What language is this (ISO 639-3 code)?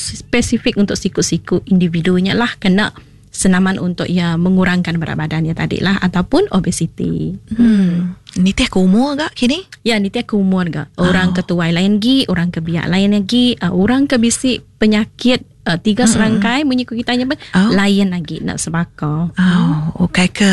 iba